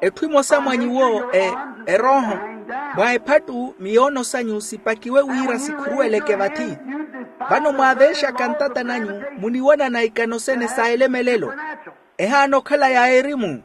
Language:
Makhuwa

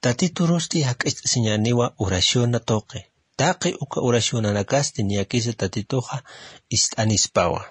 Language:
Aymara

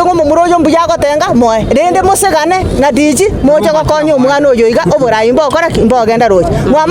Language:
Gusii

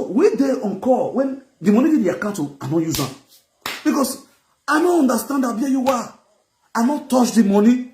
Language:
Nigerian Pidgin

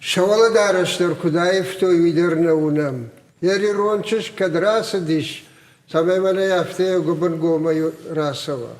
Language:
Ossetic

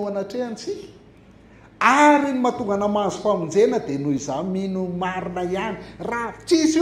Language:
Malagasy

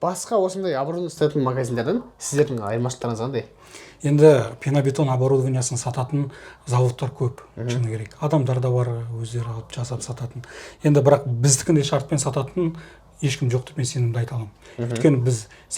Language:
Kazakh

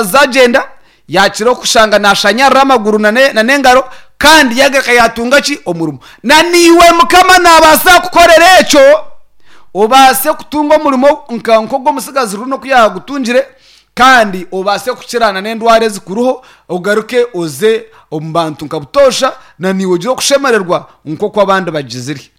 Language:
Nyankole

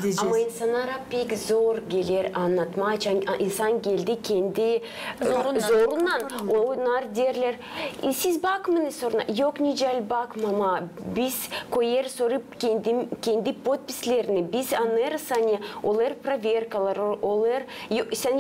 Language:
Gagauz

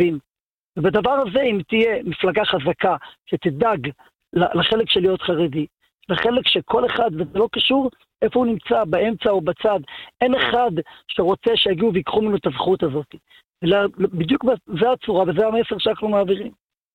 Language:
Hebrew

